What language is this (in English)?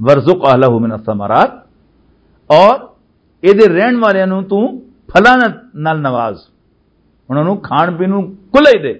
Western Panjabi